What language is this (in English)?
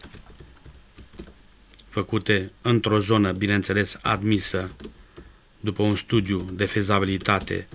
Romanian